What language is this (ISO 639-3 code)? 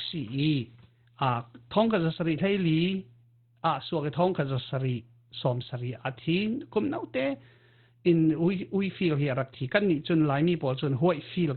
cfm